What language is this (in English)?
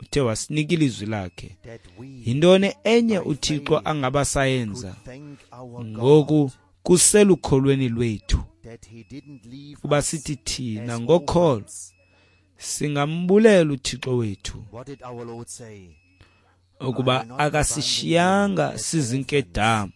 Xhosa